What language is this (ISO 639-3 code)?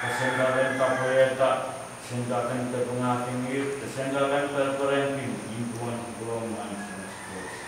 pon